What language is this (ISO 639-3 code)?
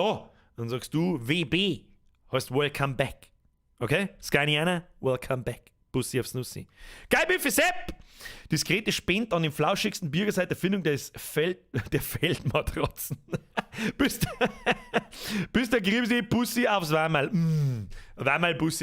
bar